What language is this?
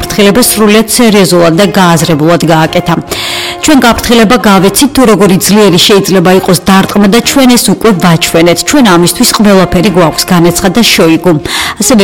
Georgian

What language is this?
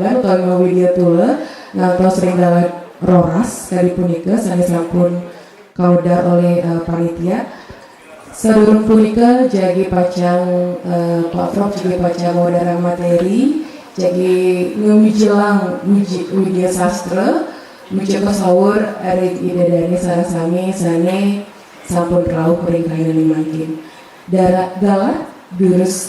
Balinese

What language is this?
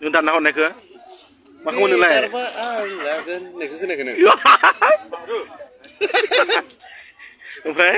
Bodo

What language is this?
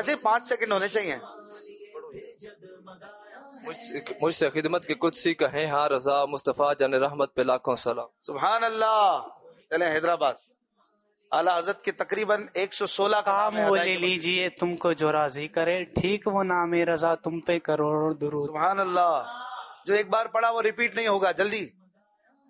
Urdu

